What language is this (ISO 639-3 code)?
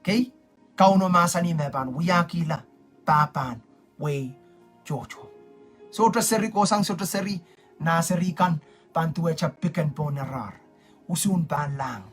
pon